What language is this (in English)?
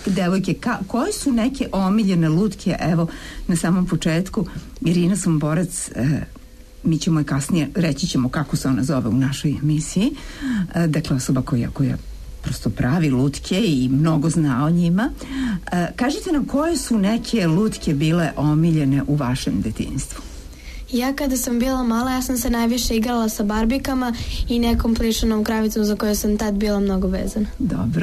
Serbian